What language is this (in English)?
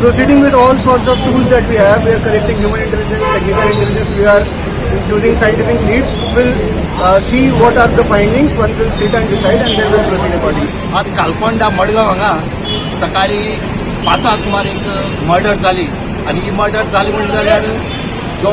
Konkani